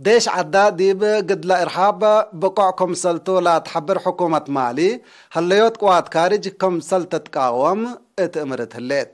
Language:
Tigre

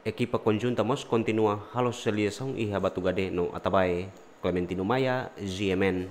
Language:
Tetum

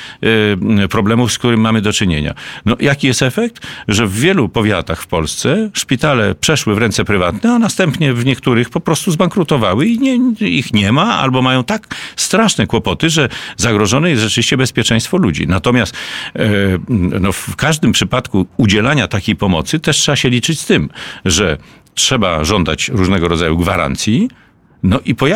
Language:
Polish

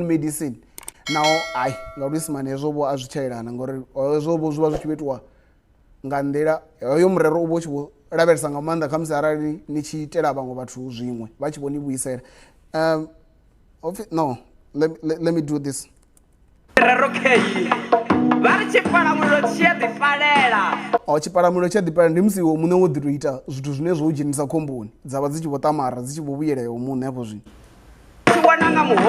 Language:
Venda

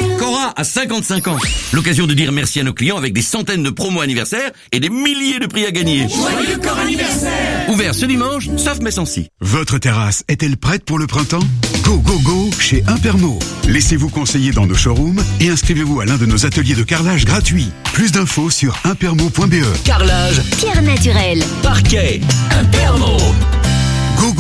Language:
French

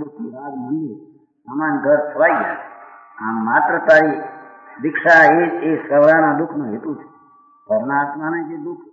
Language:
Gujarati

